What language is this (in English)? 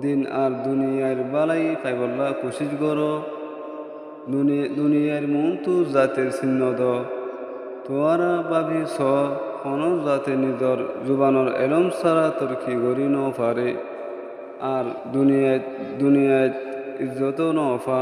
Rohingya